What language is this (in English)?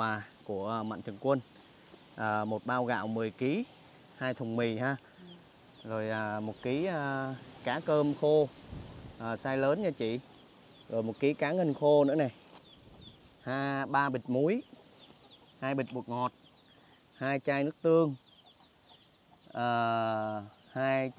Vietnamese